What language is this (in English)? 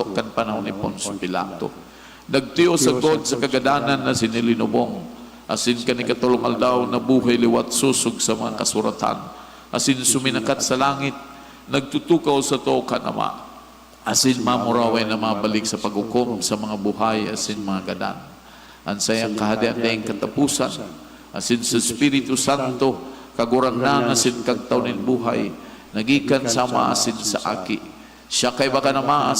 Bikol